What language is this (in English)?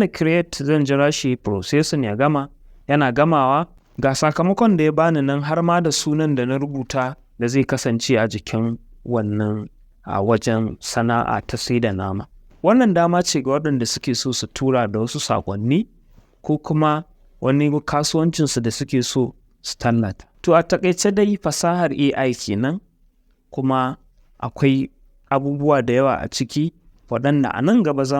Hausa